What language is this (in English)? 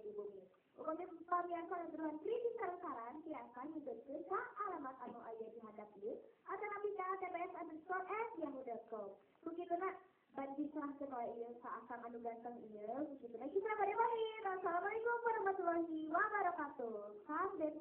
Sundanese